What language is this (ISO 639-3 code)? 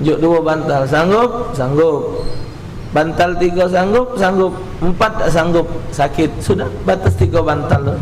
mui